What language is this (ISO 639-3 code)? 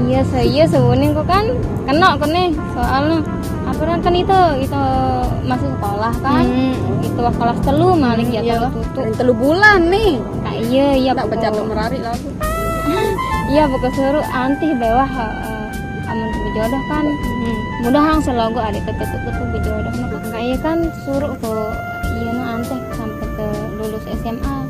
sas